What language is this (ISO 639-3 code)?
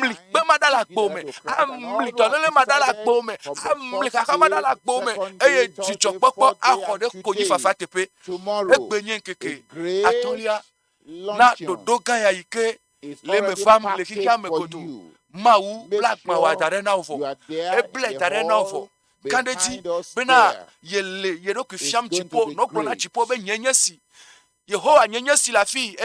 ewe